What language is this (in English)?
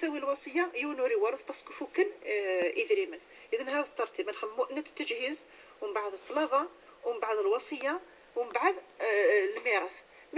Moroccan Arabic